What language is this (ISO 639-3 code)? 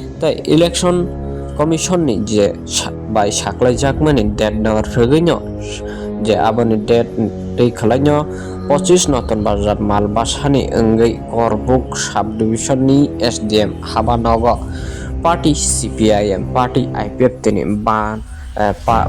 trp